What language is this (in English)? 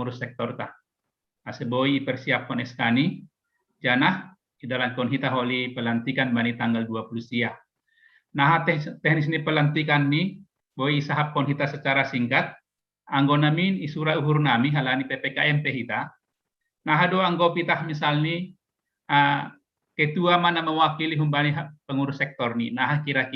Batak Simalungun